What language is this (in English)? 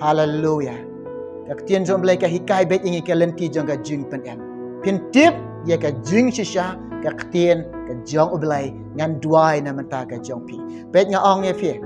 Khasi